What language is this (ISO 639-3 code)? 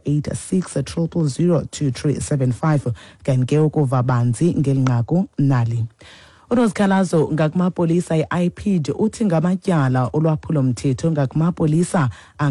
xho